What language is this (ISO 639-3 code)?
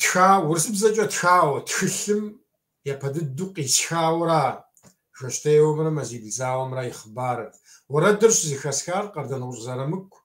kbd